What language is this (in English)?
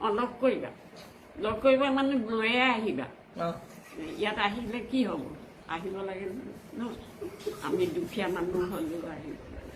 Assamese